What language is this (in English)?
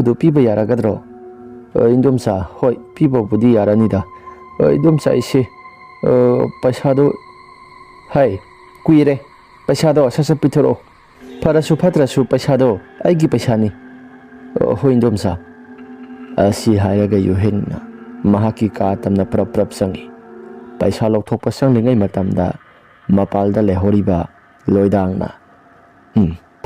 Manipuri